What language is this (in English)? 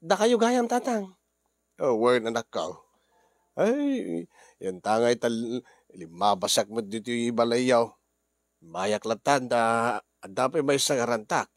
Iloko